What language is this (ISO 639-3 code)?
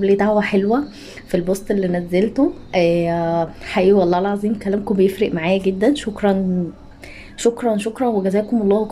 arz